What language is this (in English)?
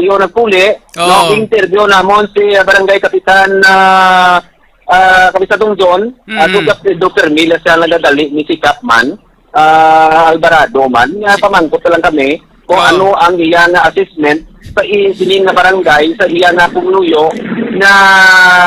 Hiligaynon